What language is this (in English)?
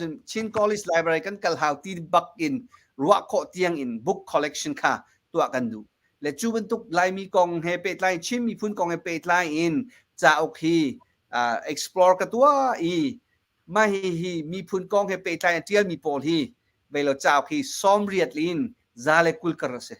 Hakha Chin